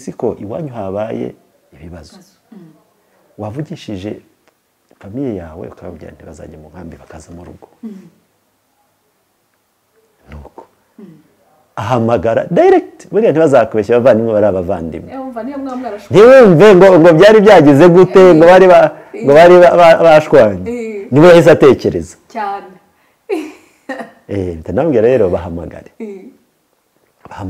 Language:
Kinyarwanda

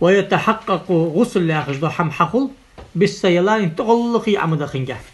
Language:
Ingush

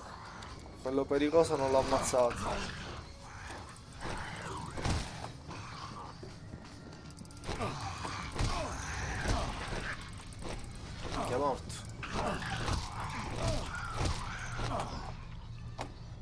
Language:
Italian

